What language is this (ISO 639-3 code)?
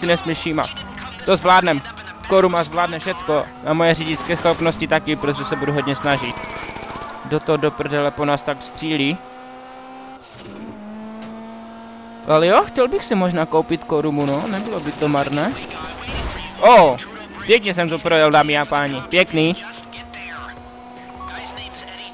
ces